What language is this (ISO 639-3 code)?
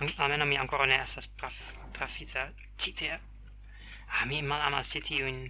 epo